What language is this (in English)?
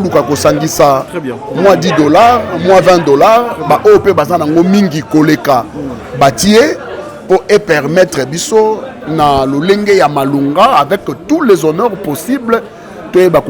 Lingala